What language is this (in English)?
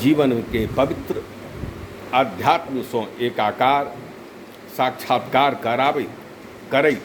Maithili